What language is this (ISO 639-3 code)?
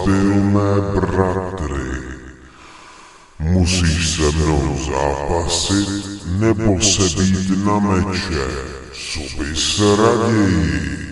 ces